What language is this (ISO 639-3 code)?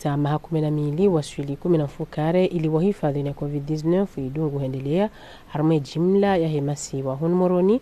zdj